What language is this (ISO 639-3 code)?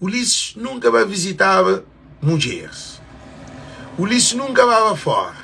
kea